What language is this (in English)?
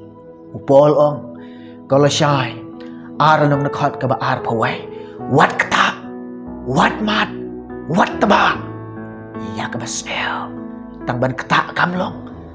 Khasi